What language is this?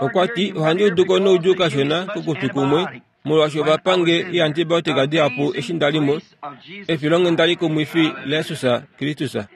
Kuanyama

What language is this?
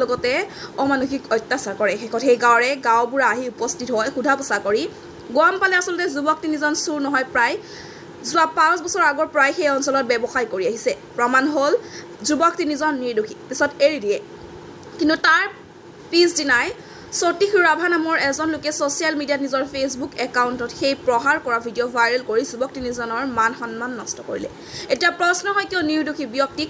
Assamese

